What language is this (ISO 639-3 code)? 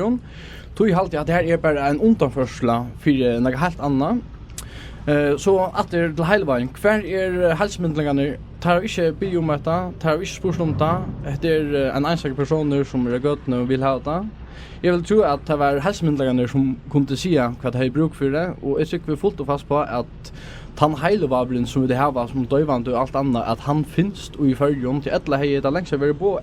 fao